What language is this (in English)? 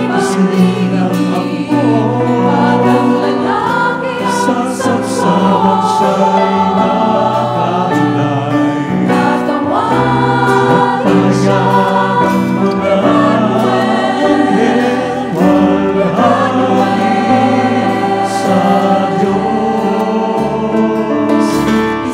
Filipino